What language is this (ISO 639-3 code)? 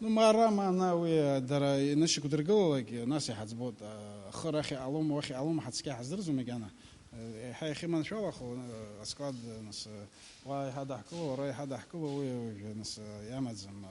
abk